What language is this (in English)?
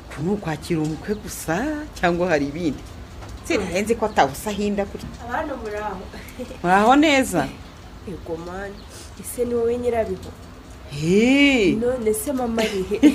Kinyarwanda